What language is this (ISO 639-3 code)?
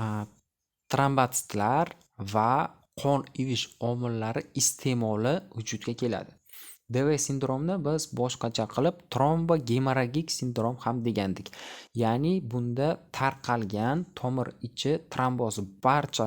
uzb